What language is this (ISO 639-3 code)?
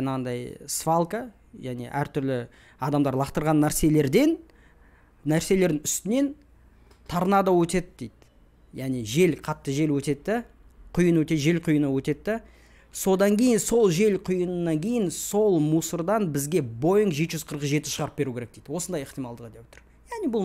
kaz